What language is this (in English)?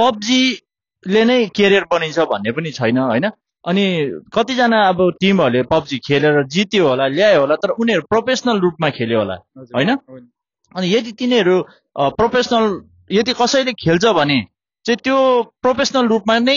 Nepali